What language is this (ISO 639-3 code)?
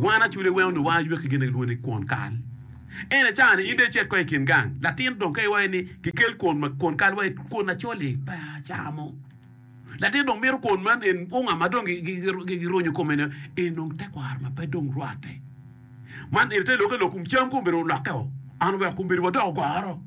ach